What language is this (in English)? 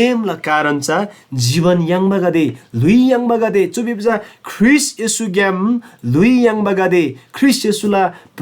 Eastern Tamang